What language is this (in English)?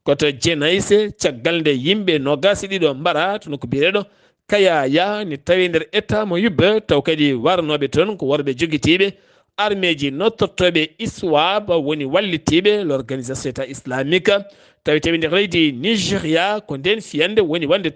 Fula